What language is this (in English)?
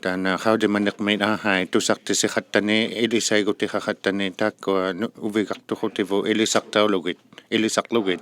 Inuktitut